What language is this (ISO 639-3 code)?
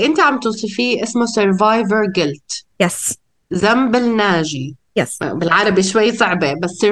apc